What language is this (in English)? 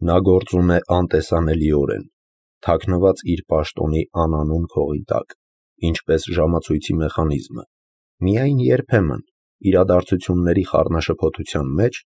Armenian